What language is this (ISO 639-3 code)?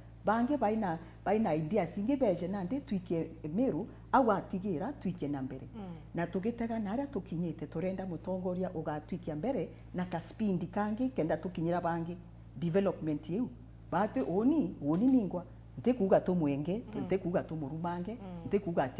mer